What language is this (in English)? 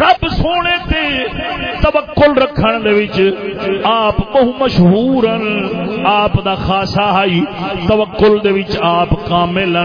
Saraiki